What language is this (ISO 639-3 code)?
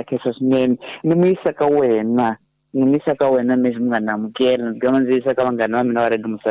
tso